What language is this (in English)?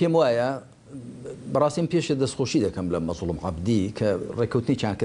Kurdish